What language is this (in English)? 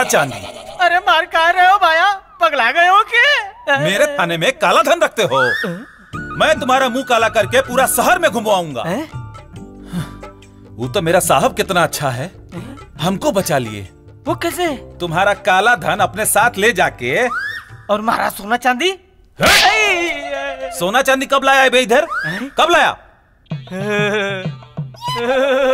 Bhojpuri